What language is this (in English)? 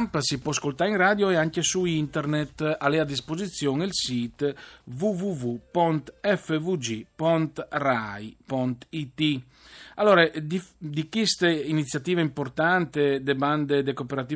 Friulian